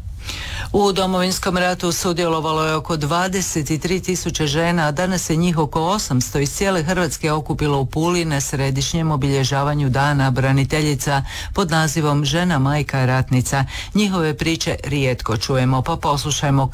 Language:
Croatian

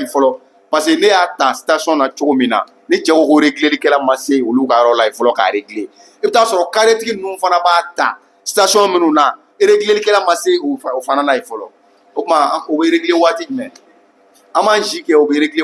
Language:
Bambara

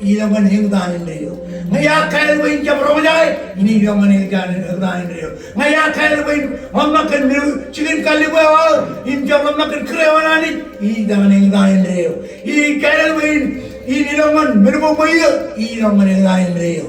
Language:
Marshallese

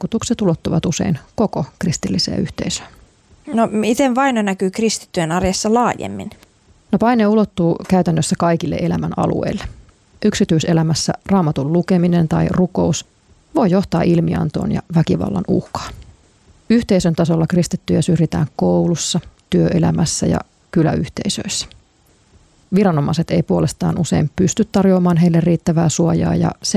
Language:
Finnish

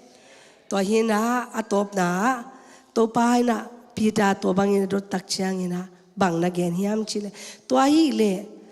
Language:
Tedim Chin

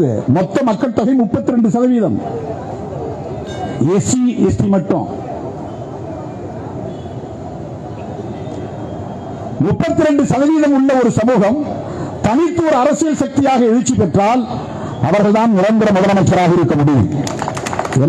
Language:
Tamil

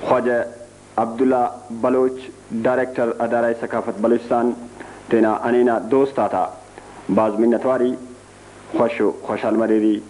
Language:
Brahui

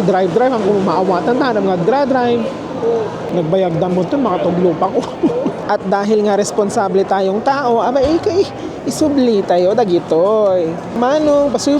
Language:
Iloko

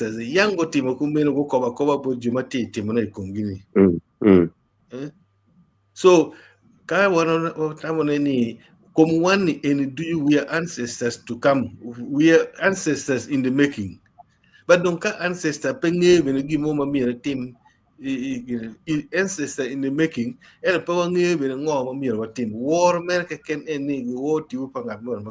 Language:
Acoli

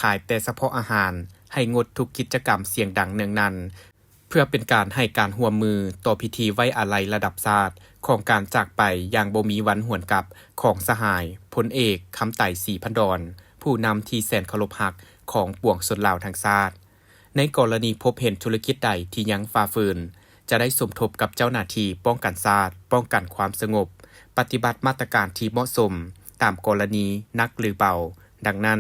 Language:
Lao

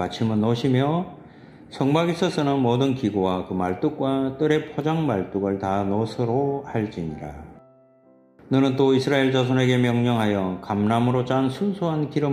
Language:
Korean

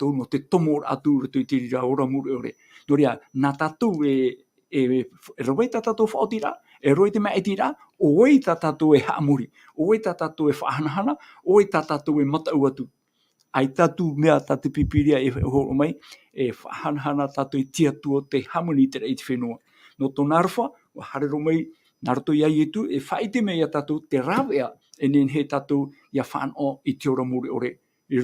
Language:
Tahitian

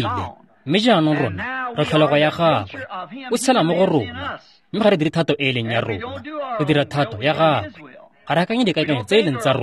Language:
Tswana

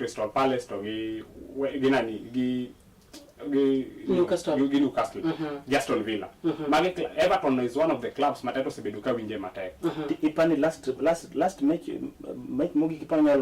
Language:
Luo (Kenya and Tanzania)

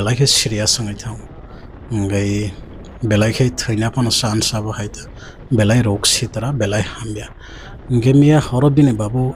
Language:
Kok Borok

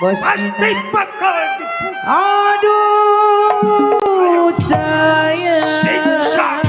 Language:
Betawi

